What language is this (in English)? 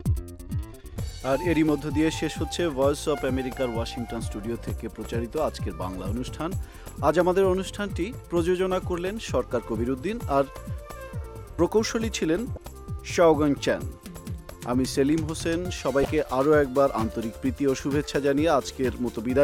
Bangla